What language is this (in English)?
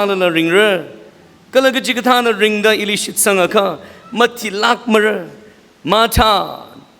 Tangkhul Naga (India)